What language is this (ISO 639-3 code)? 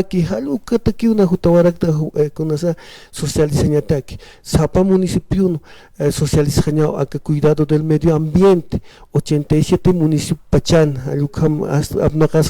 aym